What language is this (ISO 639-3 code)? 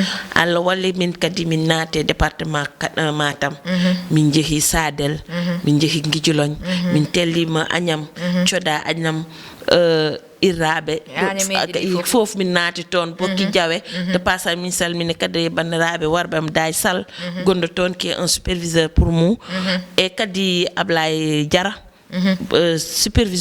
ful